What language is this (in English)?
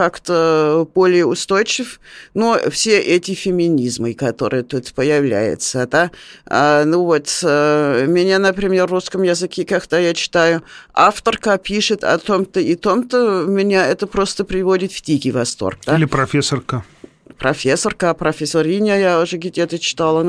Russian